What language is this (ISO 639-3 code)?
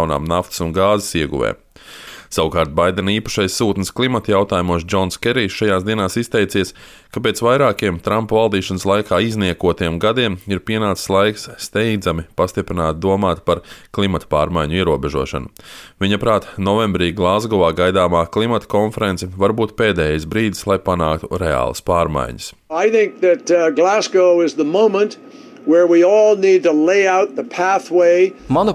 lav